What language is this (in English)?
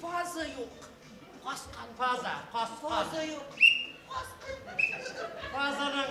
Bashkir